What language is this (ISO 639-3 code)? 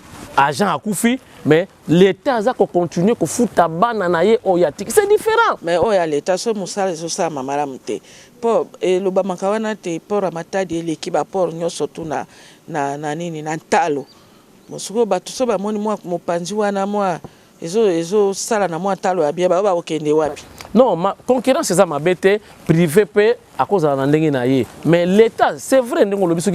lin